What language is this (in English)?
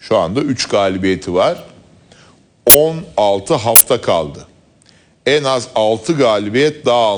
Turkish